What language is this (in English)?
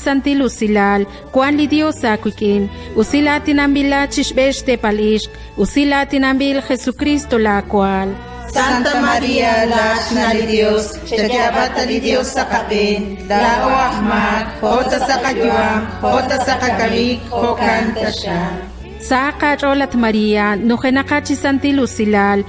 Kekchí